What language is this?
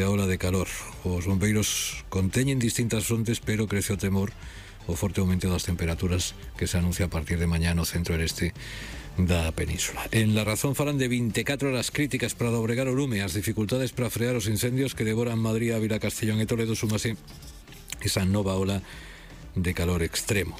Galician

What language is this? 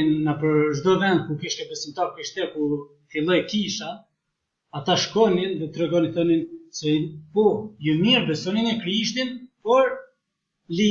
Albanian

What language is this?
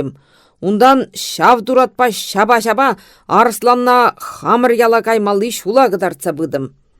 Chuvash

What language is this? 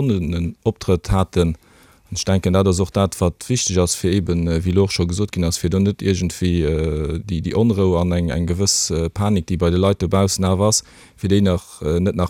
Luxembourgish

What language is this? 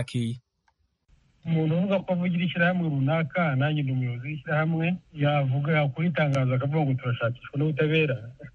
Kinyarwanda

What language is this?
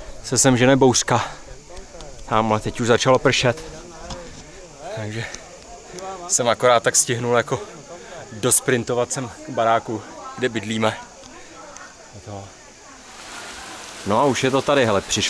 Czech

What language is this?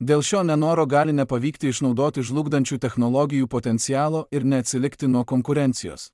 Lithuanian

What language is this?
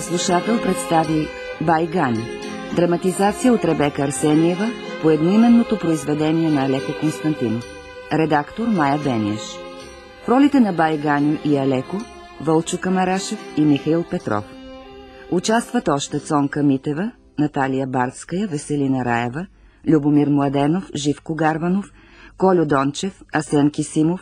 Bulgarian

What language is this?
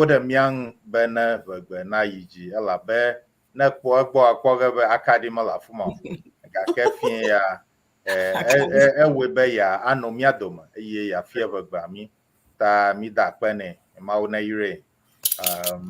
Ewe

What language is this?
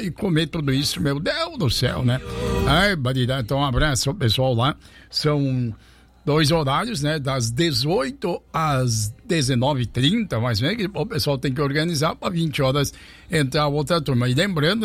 Portuguese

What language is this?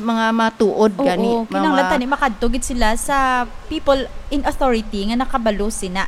Hiligaynon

